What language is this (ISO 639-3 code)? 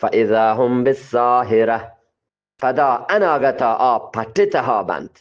bgp